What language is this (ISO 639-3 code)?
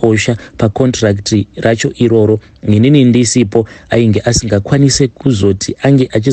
sna